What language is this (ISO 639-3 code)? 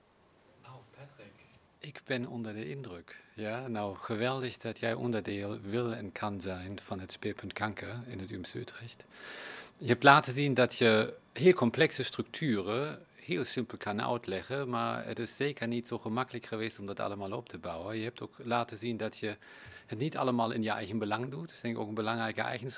nld